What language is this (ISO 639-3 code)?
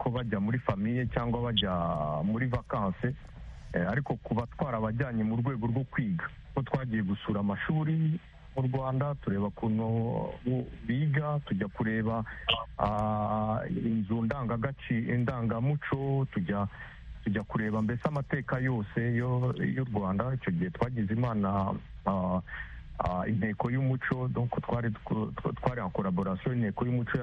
kin